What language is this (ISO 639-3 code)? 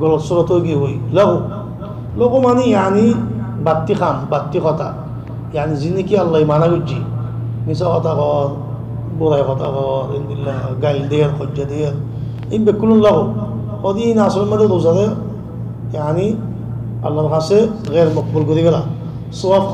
rhg